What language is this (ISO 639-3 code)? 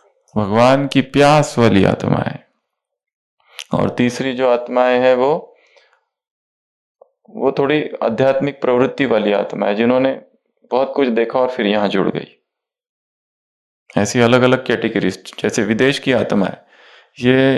hin